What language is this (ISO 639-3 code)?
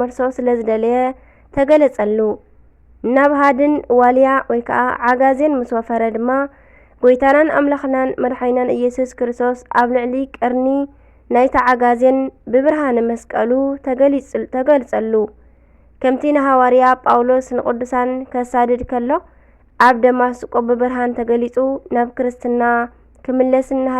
tir